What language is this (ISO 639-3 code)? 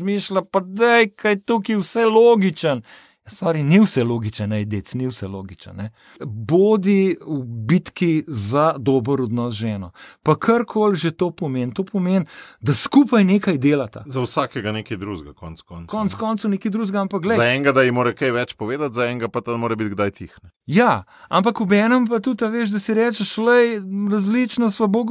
slv